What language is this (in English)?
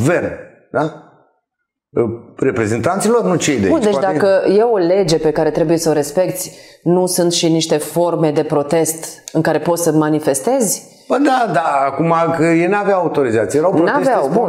Romanian